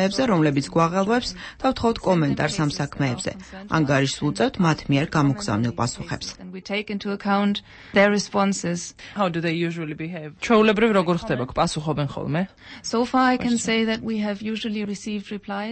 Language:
Georgian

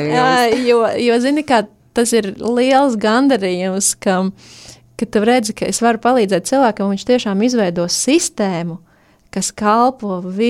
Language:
Latvian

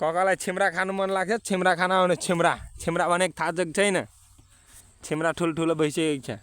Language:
Nepali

